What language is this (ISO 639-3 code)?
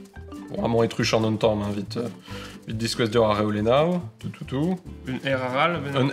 bre